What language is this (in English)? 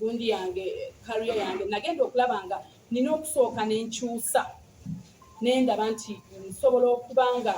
Ganda